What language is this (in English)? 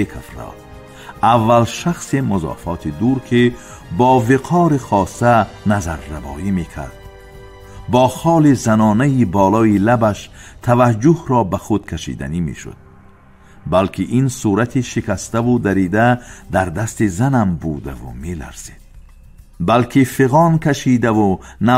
Tajik